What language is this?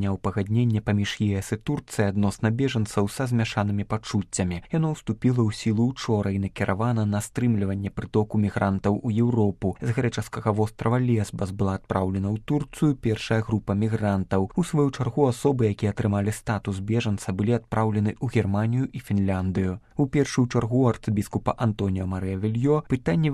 Belarusian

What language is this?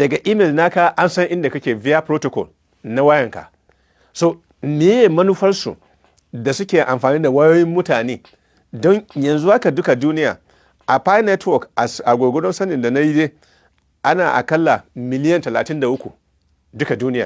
Hausa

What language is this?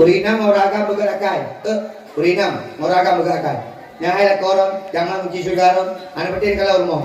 Achinese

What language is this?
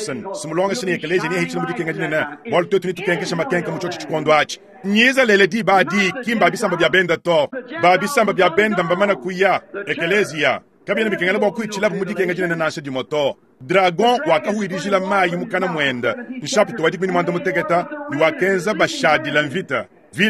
Luba-Lulua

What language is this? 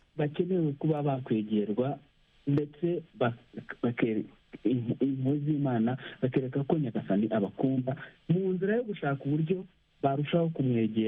Kinyarwanda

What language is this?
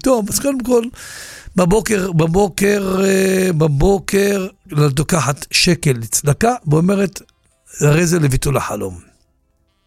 Hebrew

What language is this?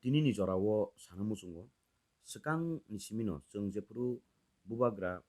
Kok Borok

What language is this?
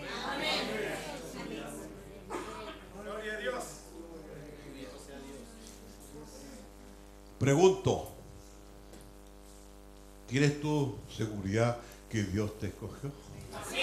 Spanish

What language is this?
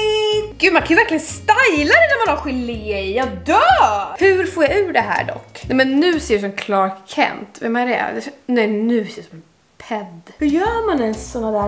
Swedish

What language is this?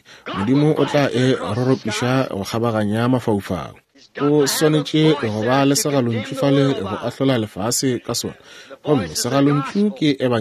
Northern Sotho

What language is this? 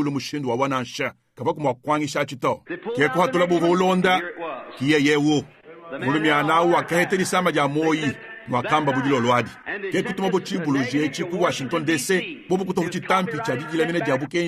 Luba-Lulua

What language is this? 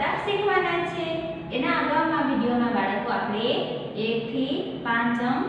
Gujarati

